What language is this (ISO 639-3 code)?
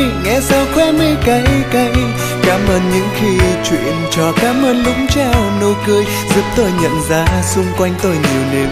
vie